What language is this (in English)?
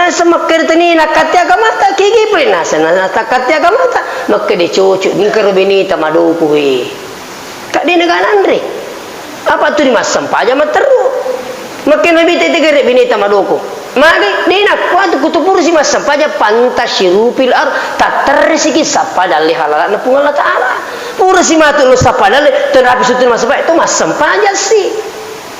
Buginese